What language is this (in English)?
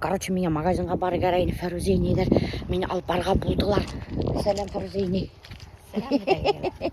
Bashkir